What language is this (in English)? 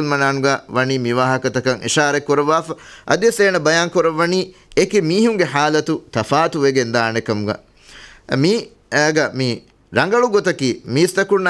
Divehi